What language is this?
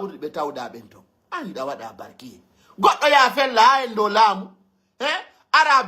Pular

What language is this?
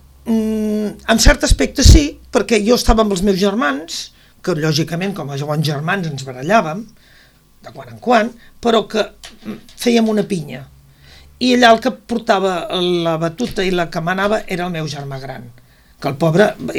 Catalan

